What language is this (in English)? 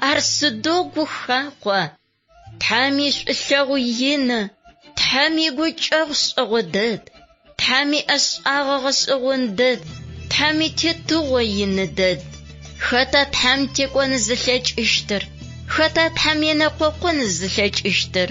Adyghe